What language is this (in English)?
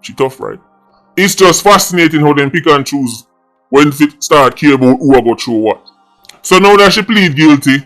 Jamaican Creole English